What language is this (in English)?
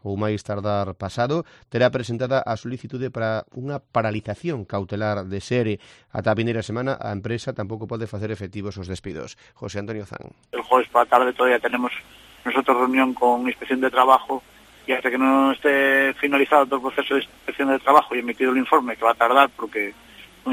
Galician